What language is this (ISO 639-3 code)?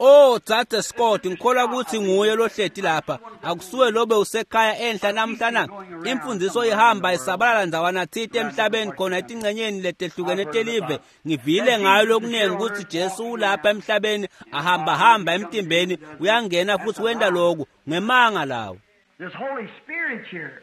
ssw